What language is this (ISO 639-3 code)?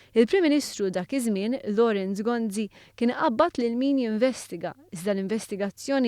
mlt